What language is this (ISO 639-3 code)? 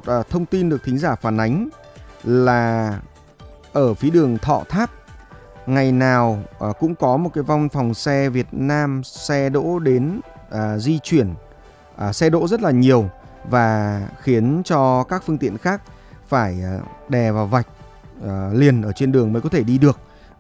vie